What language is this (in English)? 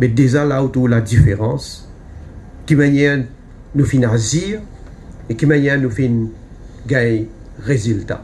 Morisyen